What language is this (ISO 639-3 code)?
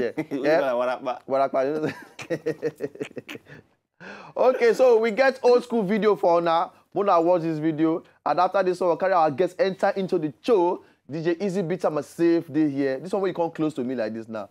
pcm